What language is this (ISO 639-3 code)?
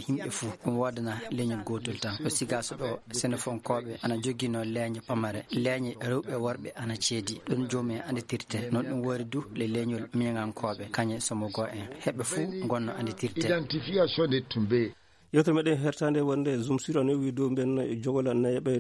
ful